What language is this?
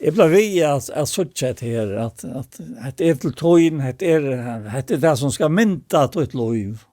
Faroese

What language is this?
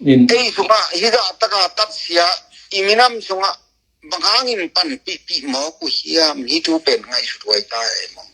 Tedim Chin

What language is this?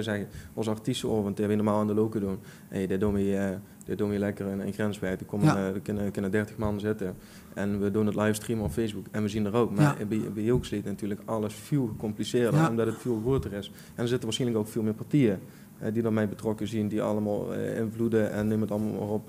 Limburgish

